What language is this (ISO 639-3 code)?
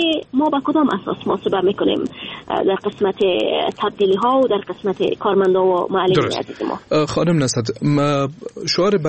fas